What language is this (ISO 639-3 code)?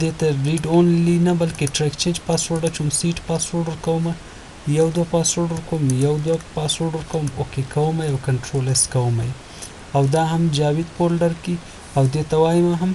pus